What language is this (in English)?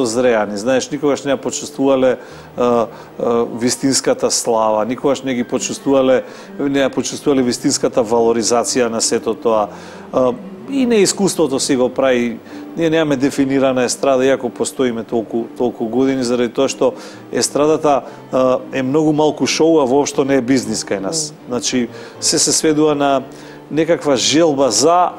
Macedonian